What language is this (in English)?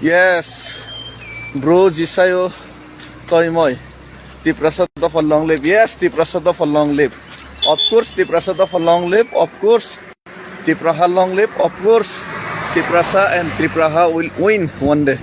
Kok Borok